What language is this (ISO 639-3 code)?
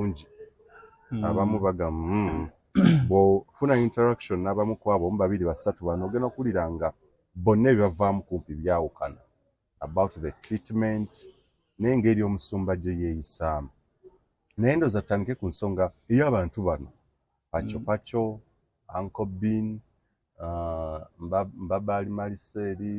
lug